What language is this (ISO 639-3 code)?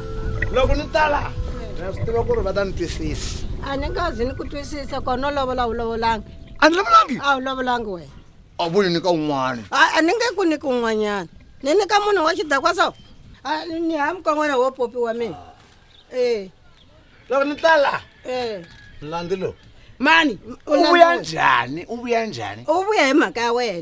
tso